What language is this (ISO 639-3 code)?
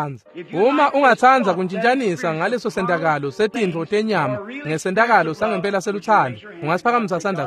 ssw